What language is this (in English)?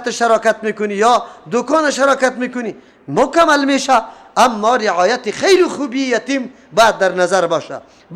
Persian